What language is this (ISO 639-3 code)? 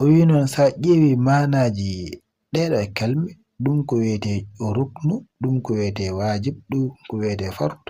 ful